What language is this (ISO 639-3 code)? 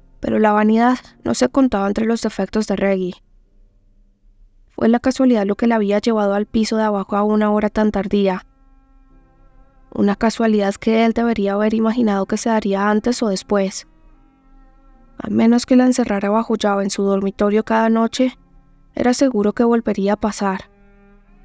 spa